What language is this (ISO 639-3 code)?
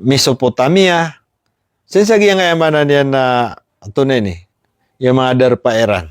mrw